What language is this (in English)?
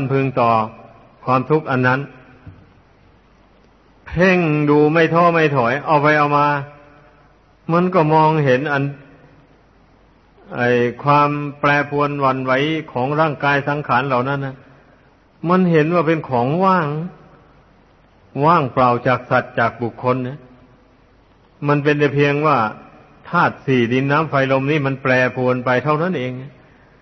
Thai